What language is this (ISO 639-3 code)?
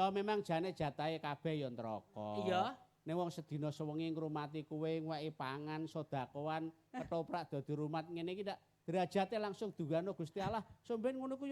jav